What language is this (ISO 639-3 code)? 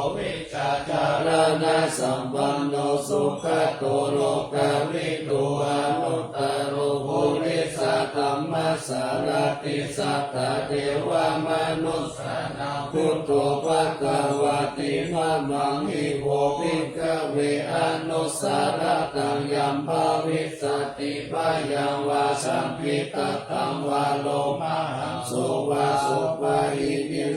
pli